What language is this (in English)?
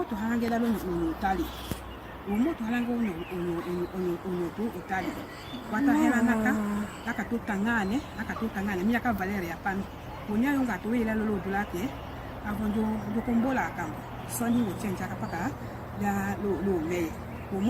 Tetela